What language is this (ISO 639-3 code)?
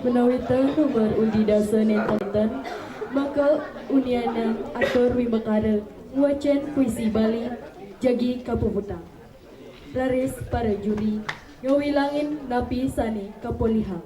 ban